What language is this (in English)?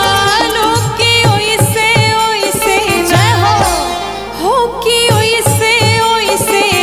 Bhojpuri